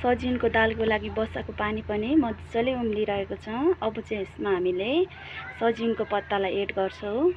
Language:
Nepali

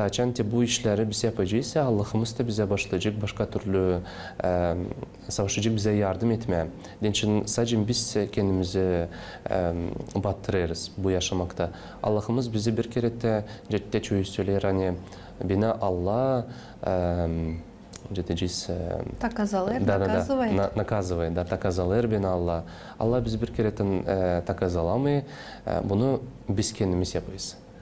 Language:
Gagauz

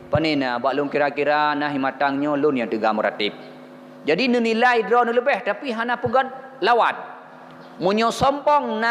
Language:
Achinese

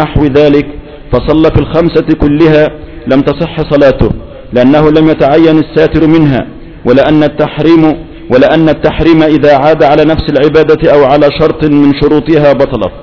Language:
Arabic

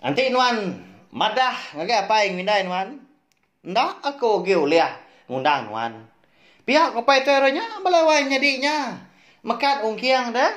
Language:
Iban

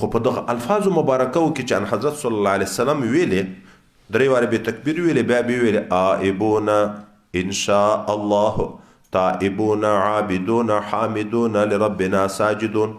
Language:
Pashto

